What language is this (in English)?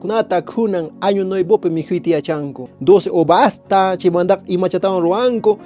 Quechua